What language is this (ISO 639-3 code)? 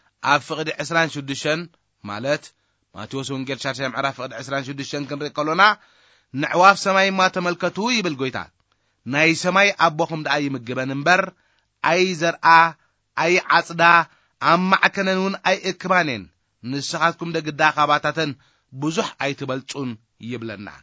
tir